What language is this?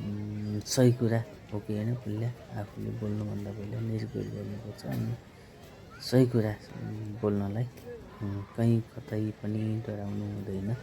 Nepali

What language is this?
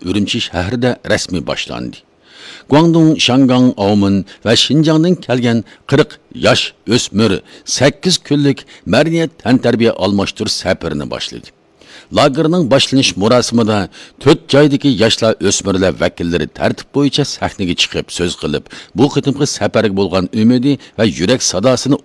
Uyghur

